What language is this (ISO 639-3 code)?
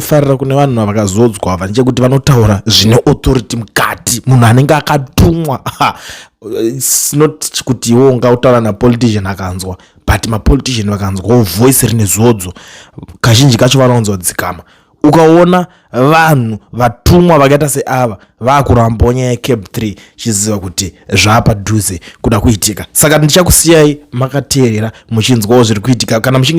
sna